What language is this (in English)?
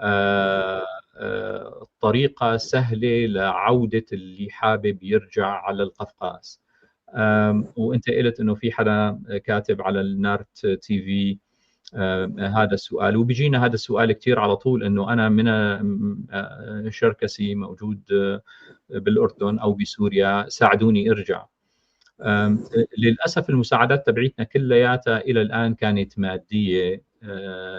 North Levantine Arabic